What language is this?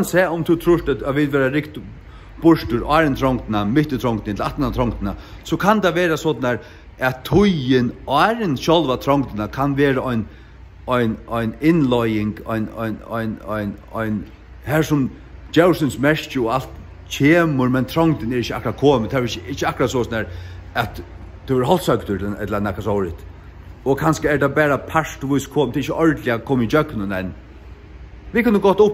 Faroese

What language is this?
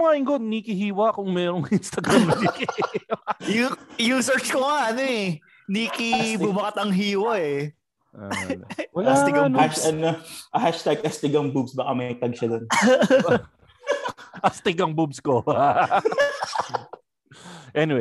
Filipino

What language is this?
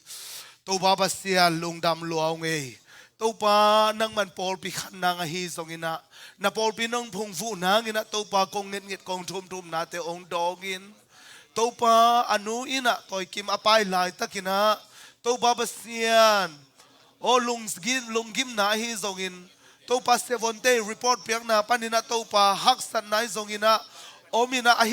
Tedim Chin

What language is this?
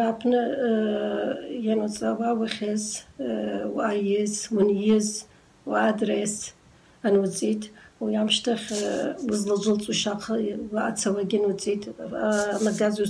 Abkhazian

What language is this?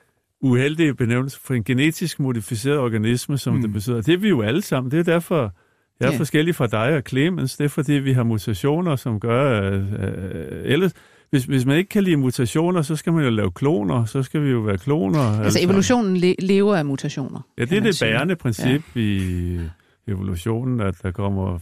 Danish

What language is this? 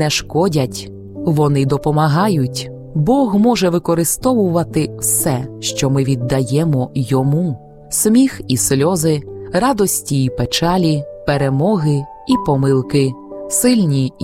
Ukrainian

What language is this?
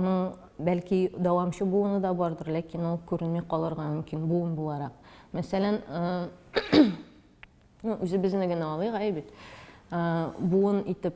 Tatar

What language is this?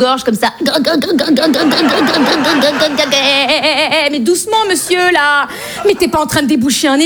French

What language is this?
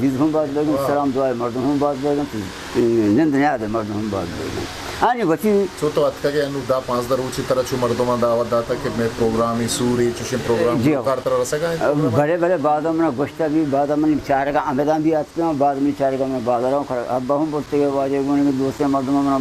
Baluchi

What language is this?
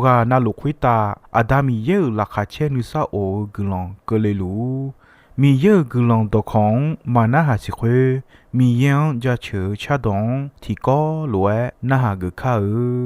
Akha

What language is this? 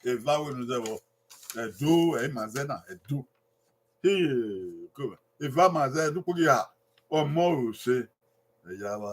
Bini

